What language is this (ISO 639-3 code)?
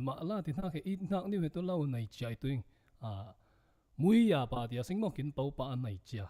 cfm